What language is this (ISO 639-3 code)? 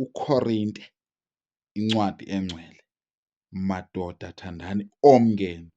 zul